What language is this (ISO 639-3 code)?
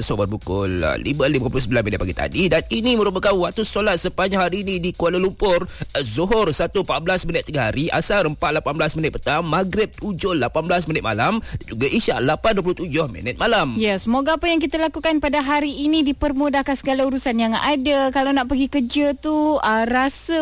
msa